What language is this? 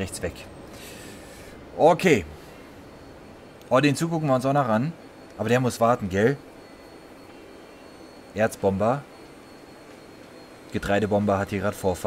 German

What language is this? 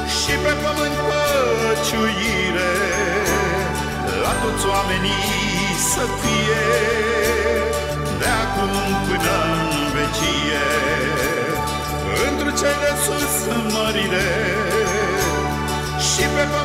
Romanian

